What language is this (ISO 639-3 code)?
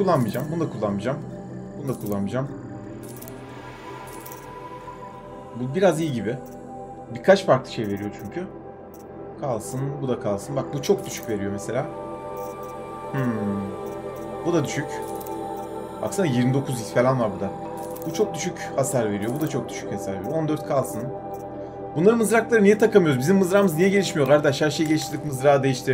tur